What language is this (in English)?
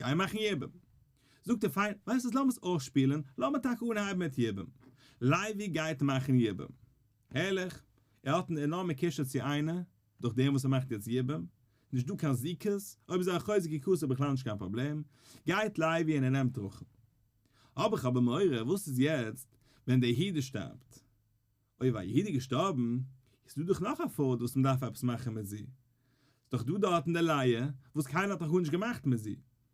Yiddish